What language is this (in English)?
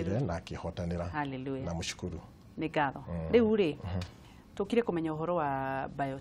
Kikuyu